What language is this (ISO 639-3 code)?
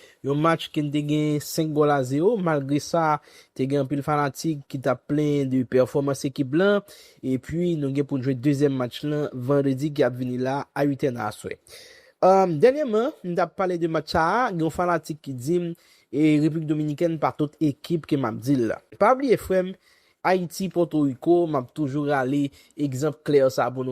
hat